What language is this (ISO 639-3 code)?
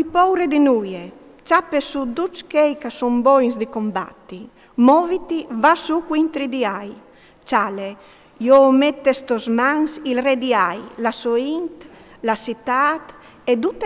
fur